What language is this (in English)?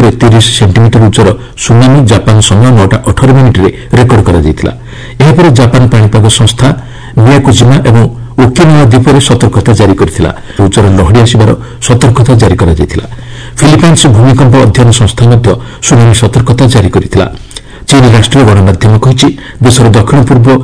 Odia